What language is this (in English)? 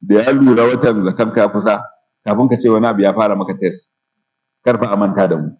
Hausa